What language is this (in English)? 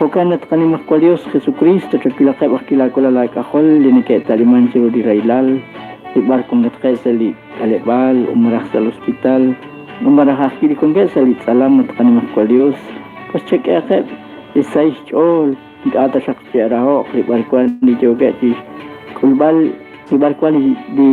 Kekchí